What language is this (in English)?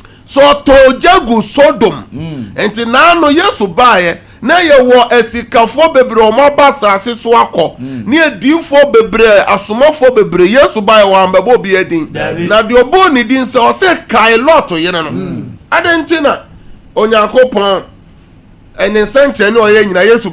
Akan